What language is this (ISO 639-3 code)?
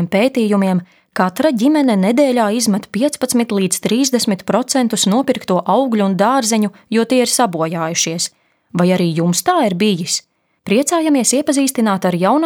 lav